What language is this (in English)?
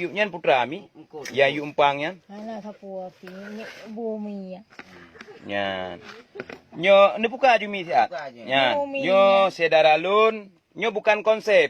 Achinese